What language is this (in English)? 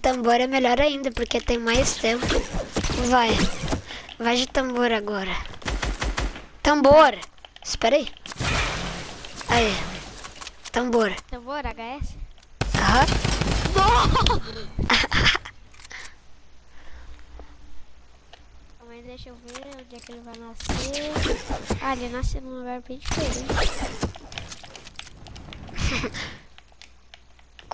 Portuguese